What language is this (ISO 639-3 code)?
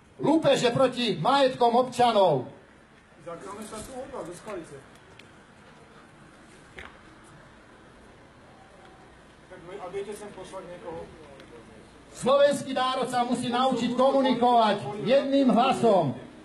slk